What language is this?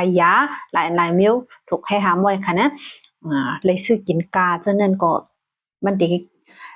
Shan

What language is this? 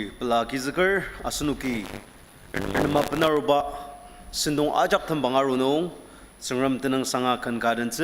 Ao Naga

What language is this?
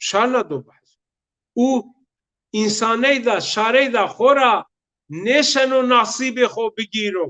Zaza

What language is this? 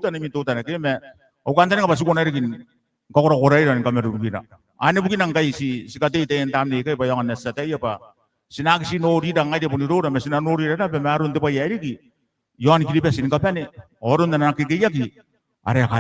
Gilbertese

